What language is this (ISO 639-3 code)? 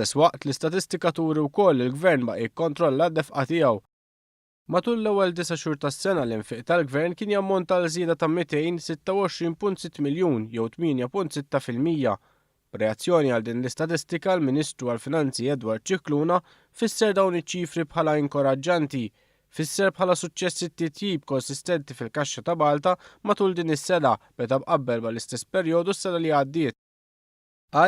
mlt